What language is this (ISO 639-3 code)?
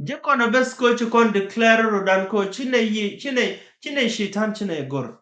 nus